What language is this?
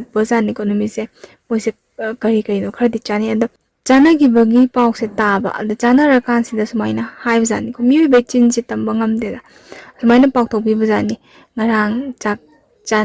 Manipuri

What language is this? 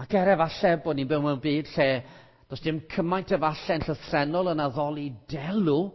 Welsh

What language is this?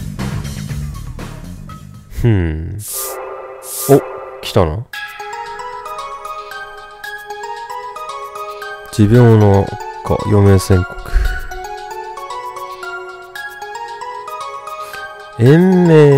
Japanese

